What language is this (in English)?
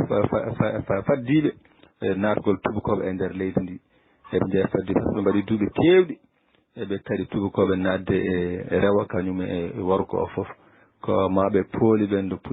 Fula